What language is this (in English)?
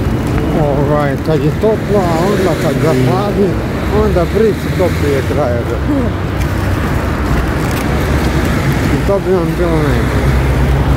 Croatian